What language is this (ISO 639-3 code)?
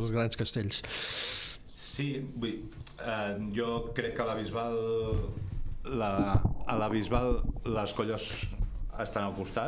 cat